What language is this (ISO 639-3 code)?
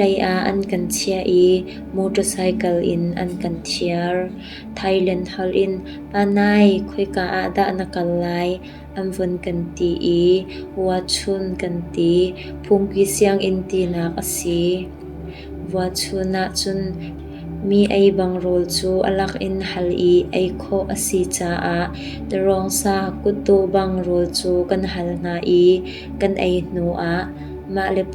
cnh